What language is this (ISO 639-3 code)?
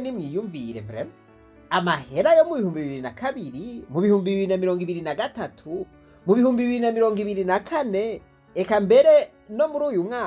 run